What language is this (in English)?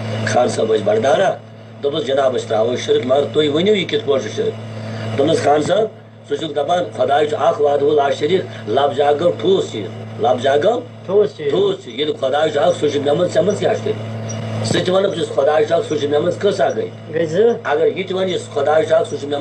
Kashmiri